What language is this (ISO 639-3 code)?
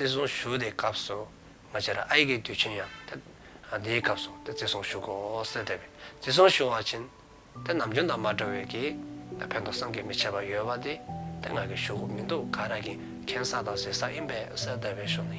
dzo